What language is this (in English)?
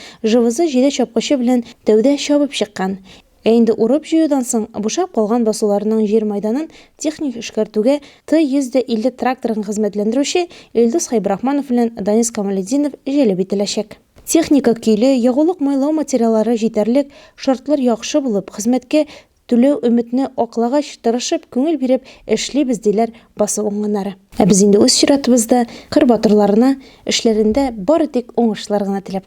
Tatar